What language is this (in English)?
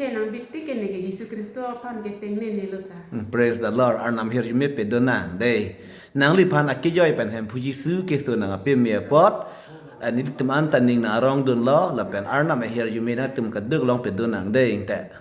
Karbi